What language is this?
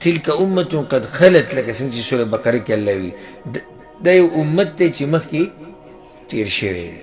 Pashto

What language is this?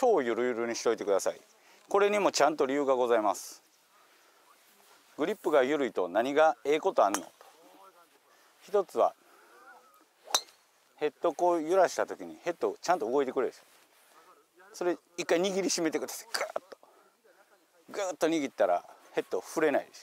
Japanese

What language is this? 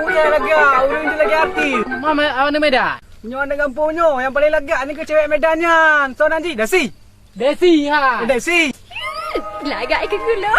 Achinese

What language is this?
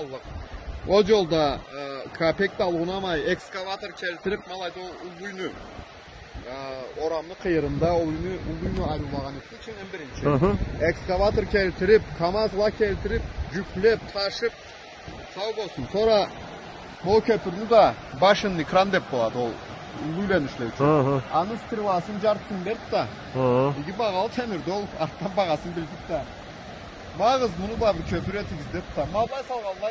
Karachay-Balkar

